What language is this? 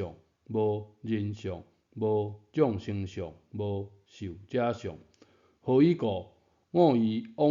Min Nan Chinese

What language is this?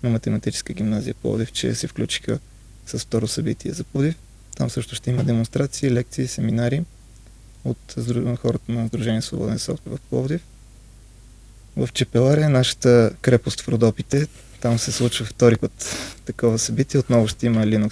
Bulgarian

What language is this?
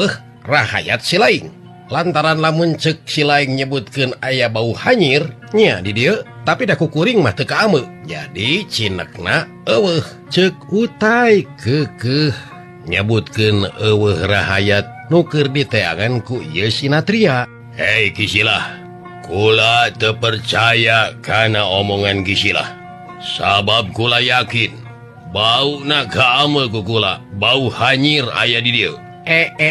Sundanese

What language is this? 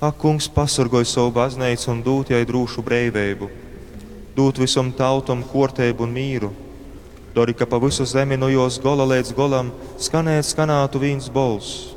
Latgalian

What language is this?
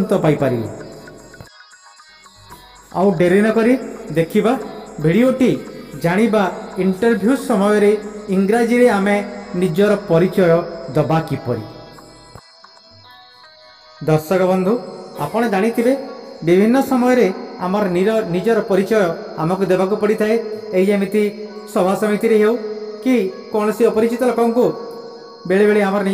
Odia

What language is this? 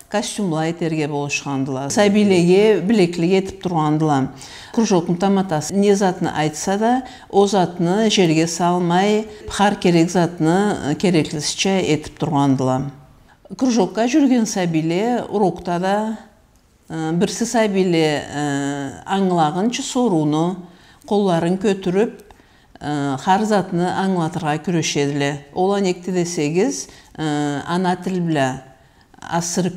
Karachay-Balkar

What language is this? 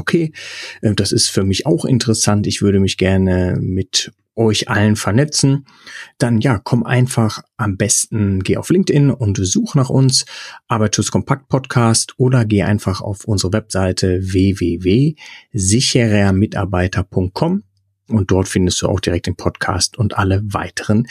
German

